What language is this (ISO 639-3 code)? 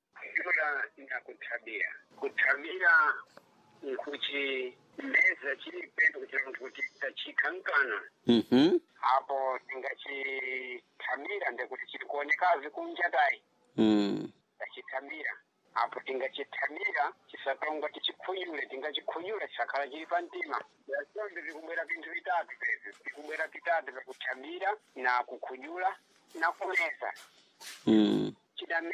seh